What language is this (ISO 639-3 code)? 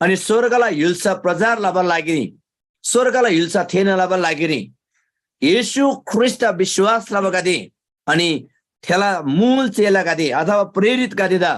taj